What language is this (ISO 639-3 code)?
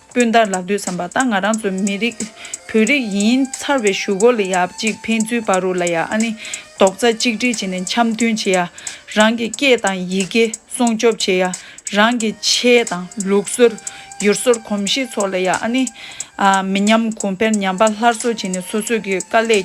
bod